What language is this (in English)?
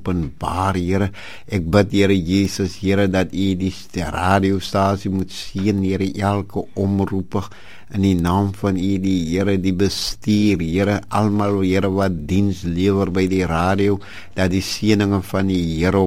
Afrikaans